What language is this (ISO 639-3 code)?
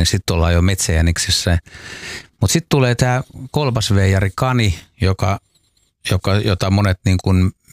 fin